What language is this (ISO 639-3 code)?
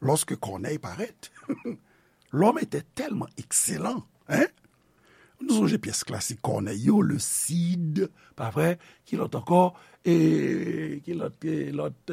hat